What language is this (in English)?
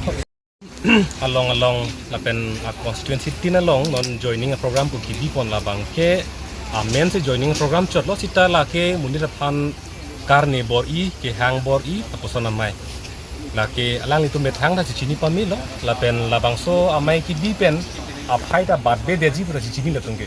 Karbi